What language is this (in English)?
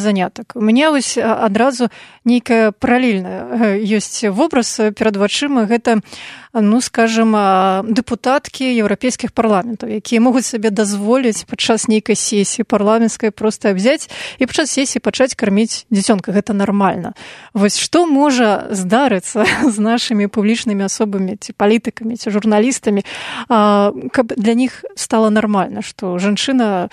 Belarusian